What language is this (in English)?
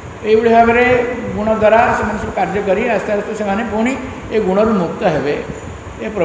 Odia